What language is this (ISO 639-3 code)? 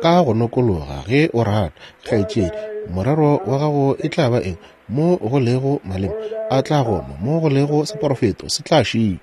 nso